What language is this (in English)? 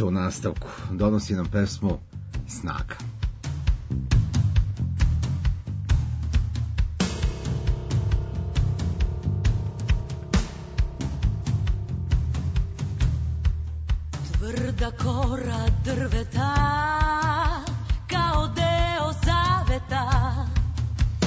Serbian